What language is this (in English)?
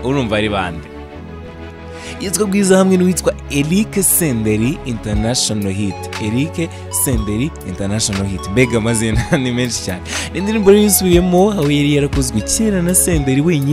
Kinyarwanda